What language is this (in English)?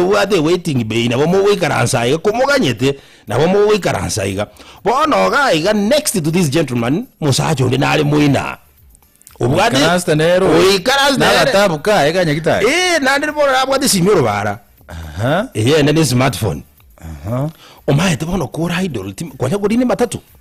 Gusii